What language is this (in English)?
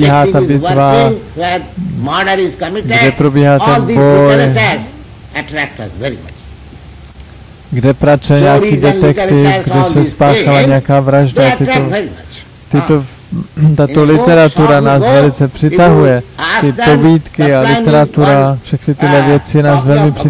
Czech